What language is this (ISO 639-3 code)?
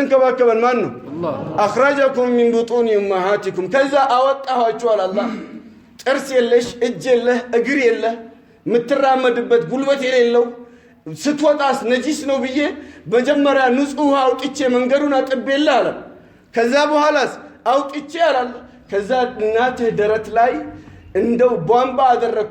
amh